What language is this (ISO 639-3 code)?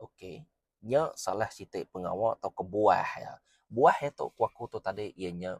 iba